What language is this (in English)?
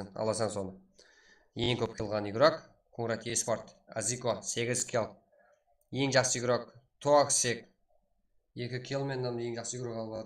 Kara-Kalpak